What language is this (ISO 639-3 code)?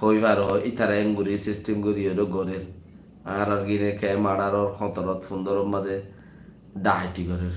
rhg